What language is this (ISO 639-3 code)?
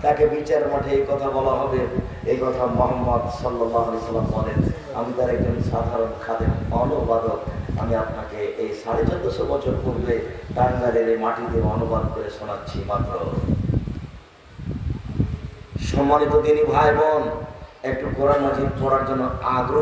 ben